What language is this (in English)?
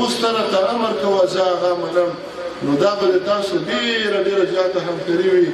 Pashto